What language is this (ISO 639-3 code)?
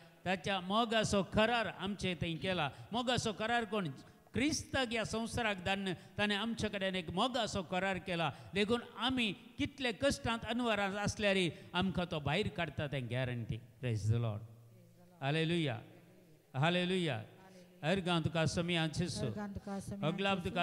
kok